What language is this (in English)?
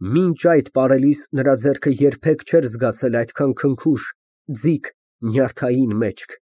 Armenian